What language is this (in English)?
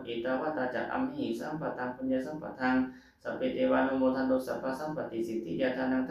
Pali